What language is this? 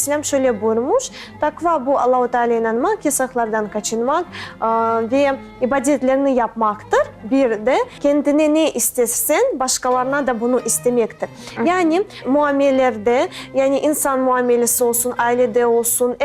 Crimean Tatar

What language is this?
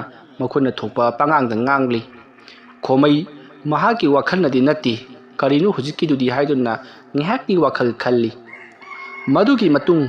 Manipuri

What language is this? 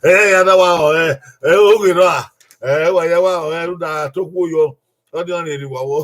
Bini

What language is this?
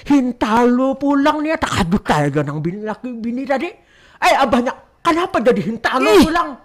Banjar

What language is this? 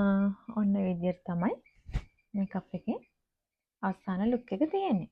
Sinhala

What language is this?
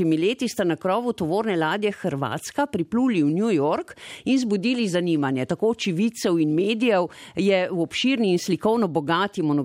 Slovenian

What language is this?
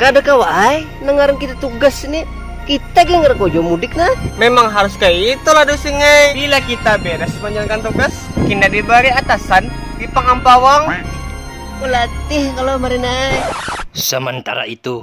Banjar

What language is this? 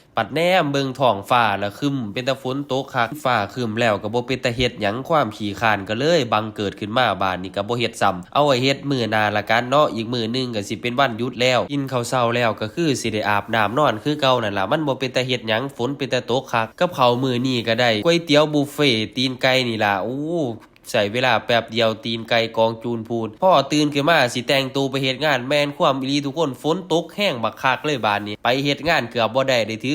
Lao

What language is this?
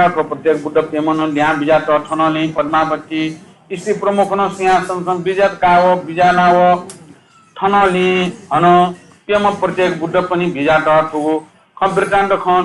Newari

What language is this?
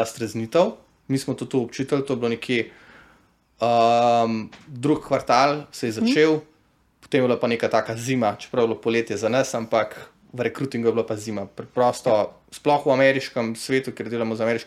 Slovenian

